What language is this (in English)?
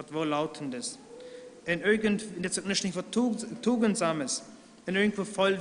Plautdietsch